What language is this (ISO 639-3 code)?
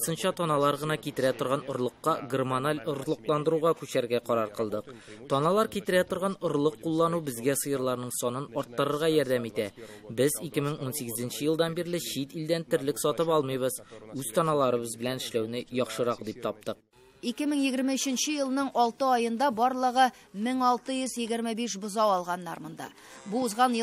tat